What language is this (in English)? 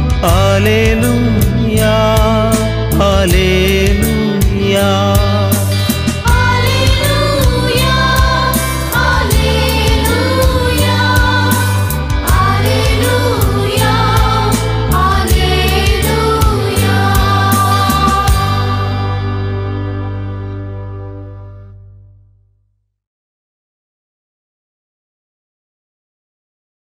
Konkani